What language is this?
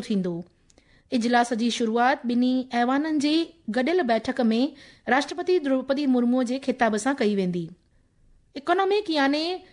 Sindhi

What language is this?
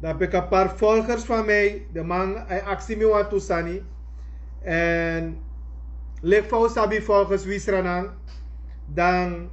Sranan Tongo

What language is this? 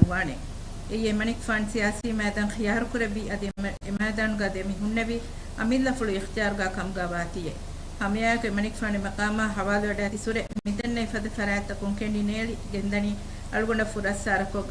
Divehi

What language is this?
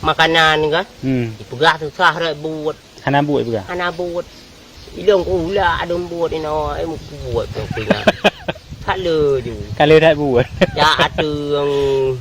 Achinese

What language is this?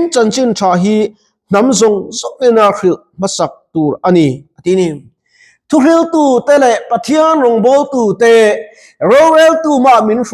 Mizo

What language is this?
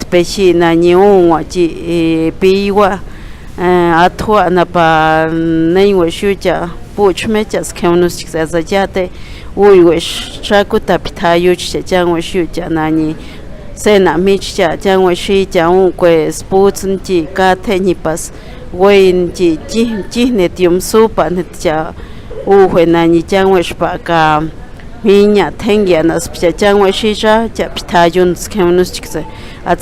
Páez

